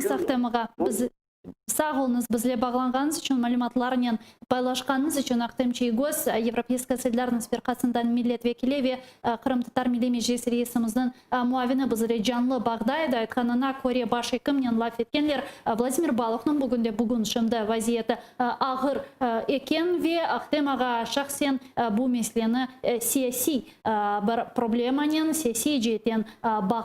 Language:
Crimean Tatar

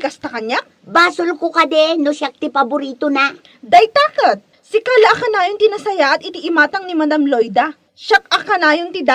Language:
Iloko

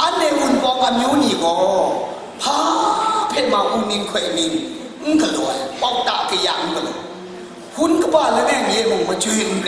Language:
Kachin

